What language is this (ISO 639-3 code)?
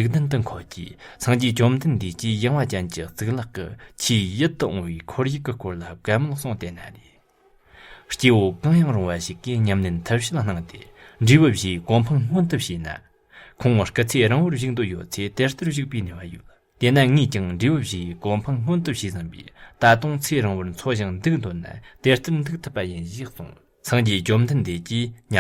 bod